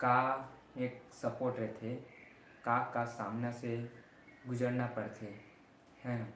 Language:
Chhattisgarhi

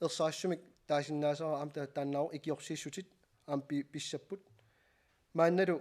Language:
Kalaallisut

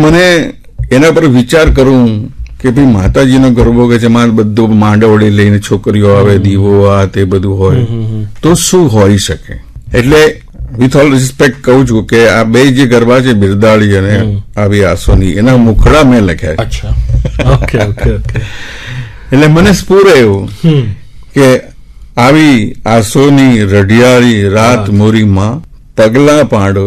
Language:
Gujarati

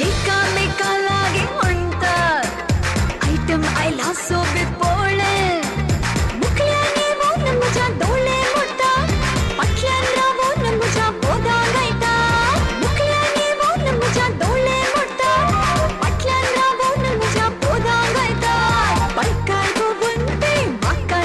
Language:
Konkani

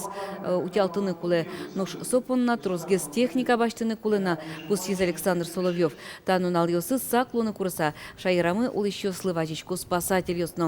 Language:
Udmurt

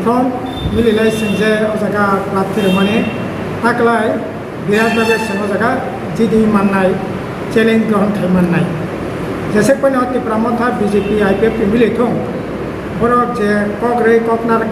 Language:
Riang (India)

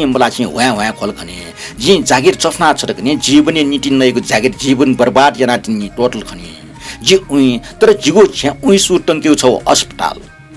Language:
Newari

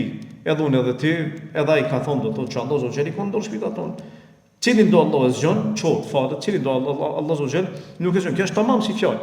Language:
Albanian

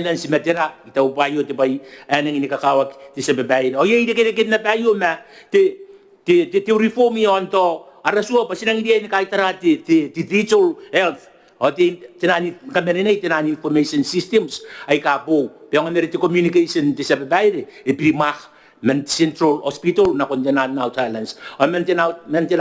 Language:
Gilbertese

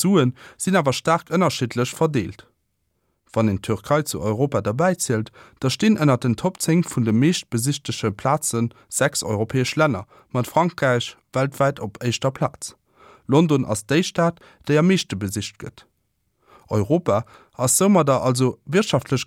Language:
Luxembourgish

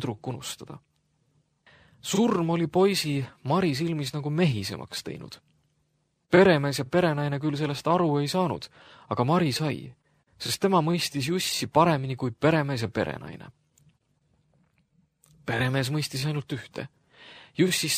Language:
Estonian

